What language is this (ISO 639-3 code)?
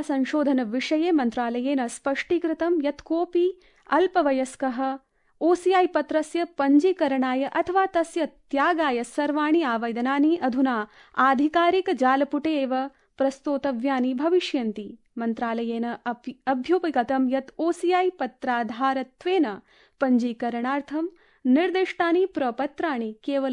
san